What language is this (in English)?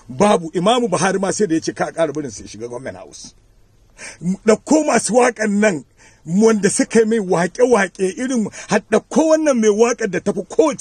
Hausa